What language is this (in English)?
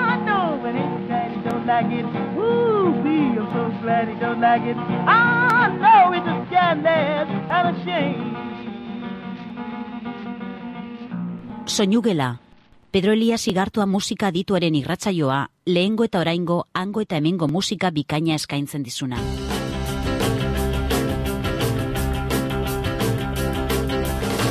Basque